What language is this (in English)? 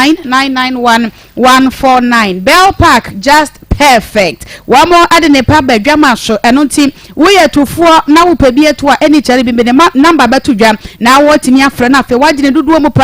Akan